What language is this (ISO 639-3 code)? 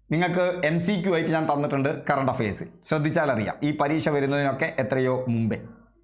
mal